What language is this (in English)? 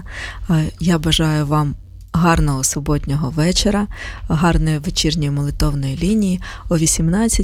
Ukrainian